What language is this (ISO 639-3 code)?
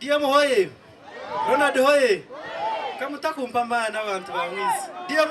nyn